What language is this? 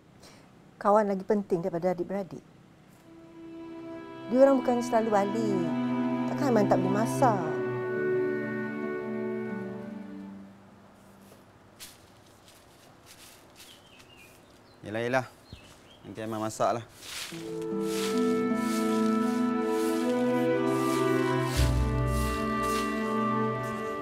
Malay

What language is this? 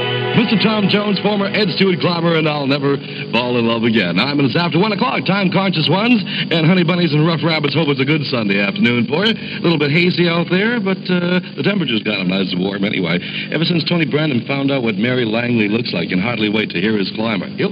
English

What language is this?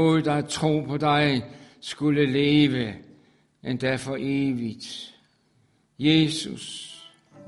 Danish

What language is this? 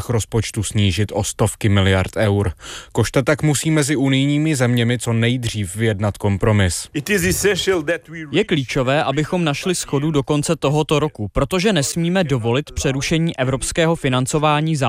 Czech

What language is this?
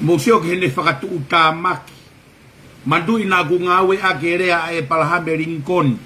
Tongan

